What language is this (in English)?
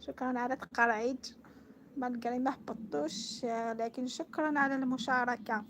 Algerian Arabic